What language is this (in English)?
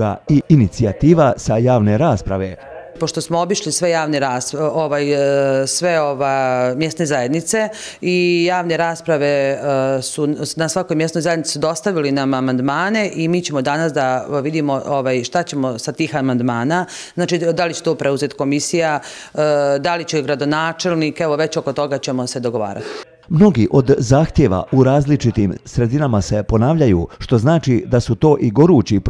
Bosnian